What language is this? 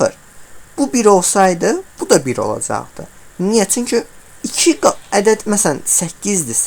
Azerbaijani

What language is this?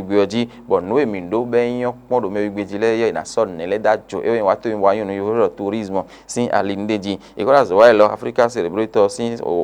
Fon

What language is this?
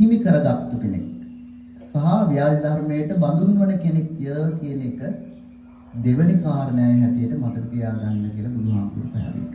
Sinhala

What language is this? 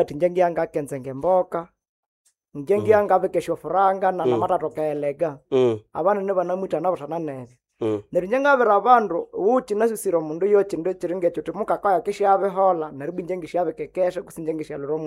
Nande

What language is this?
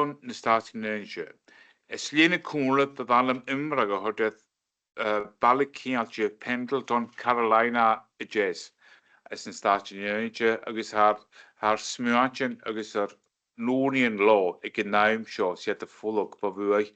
Scottish Gaelic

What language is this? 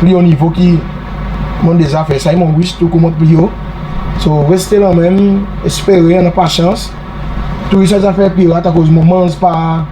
Seselwa Creole French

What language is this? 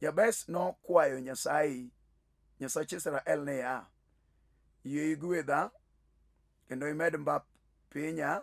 Luo (Kenya and Tanzania)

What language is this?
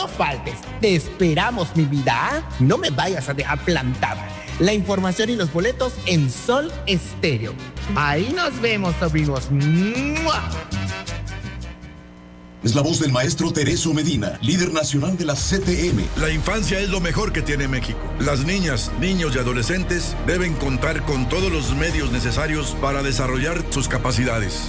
Spanish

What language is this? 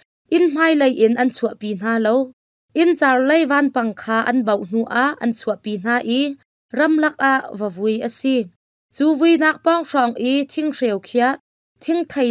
Hakha Chin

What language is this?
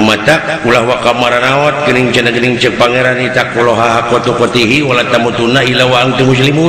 Sundanese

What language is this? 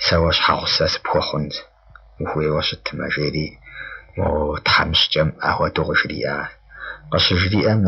Kabardian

